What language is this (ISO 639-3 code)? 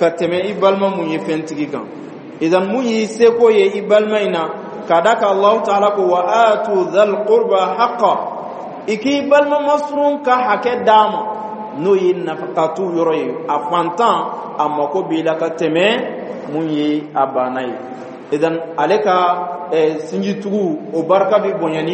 dyu